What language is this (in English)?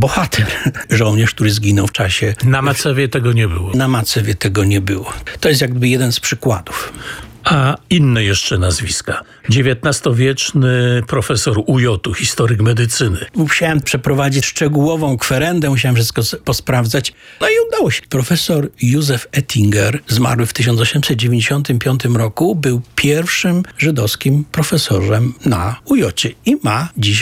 Polish